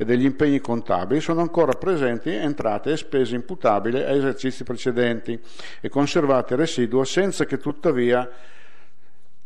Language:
Italian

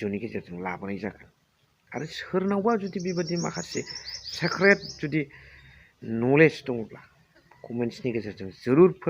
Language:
Bodo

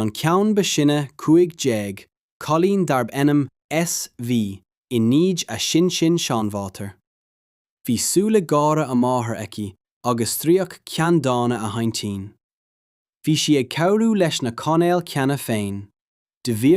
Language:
Irish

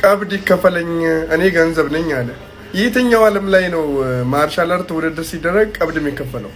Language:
Amharic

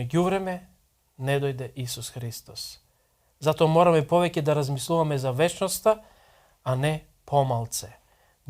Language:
Macedonian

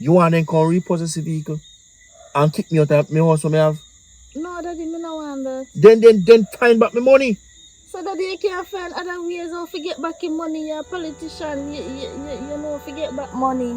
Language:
Jamaican Creole English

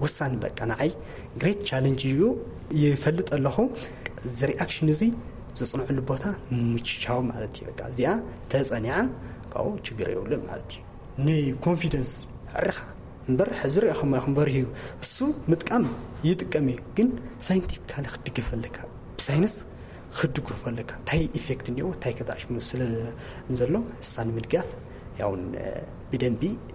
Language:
Tigrinya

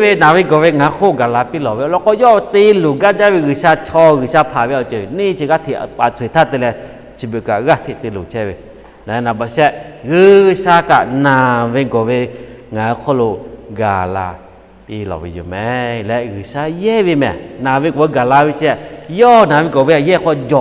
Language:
Lahu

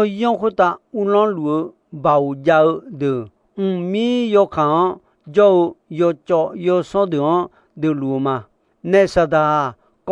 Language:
Akha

